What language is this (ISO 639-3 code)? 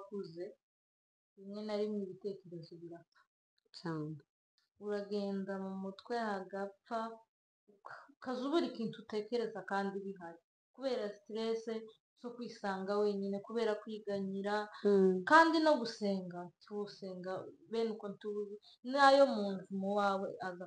kin